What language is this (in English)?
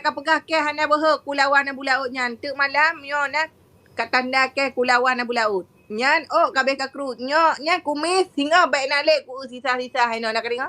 Achinese